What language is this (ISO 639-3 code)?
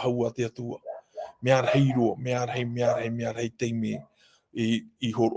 tah